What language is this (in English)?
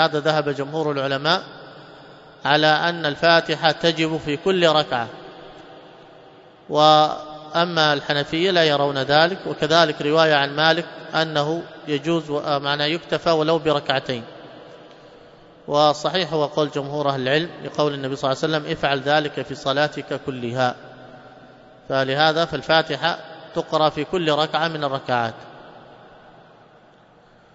Arabic